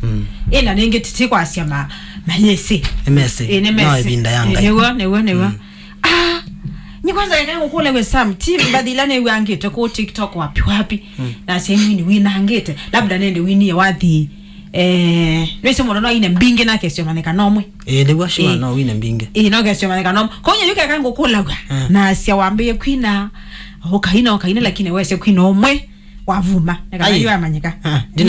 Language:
Kamba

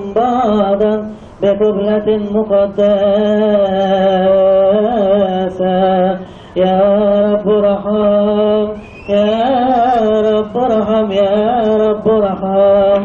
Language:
Arabic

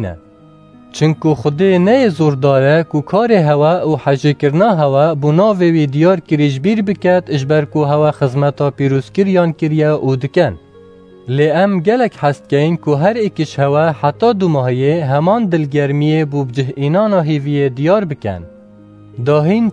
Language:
Kurdish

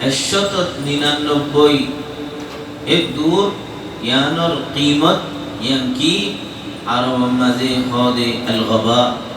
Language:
Rohingya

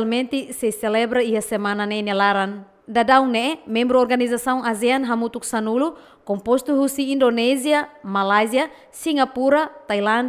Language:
Tetum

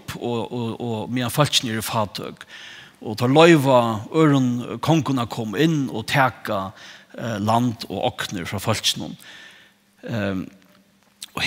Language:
Faroese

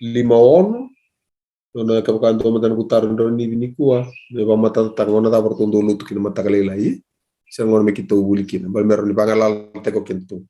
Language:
Fijian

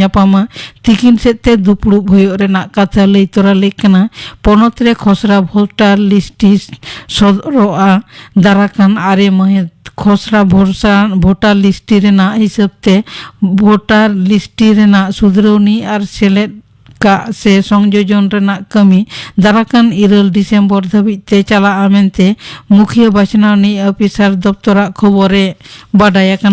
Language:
Santali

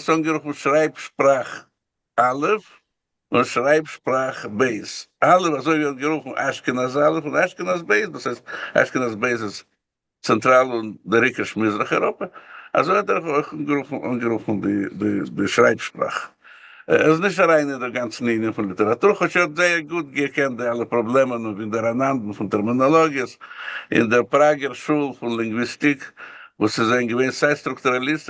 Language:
Yiddish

